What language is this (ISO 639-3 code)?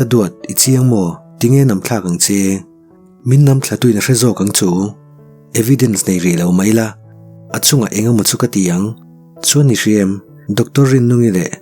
lus